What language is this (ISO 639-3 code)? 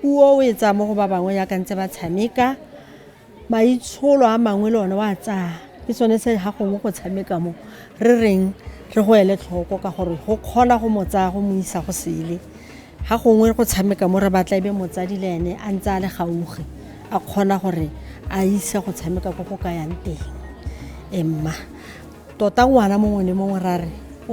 tsn